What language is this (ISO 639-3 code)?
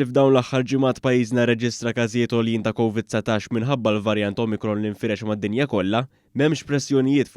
mlt